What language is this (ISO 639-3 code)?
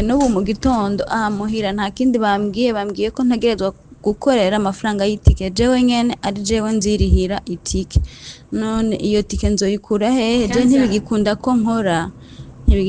run